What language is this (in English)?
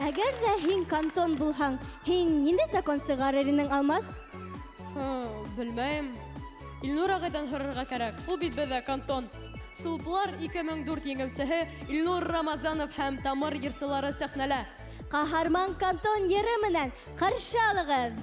Bashkir